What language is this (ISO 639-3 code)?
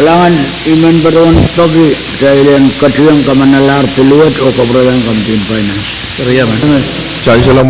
pon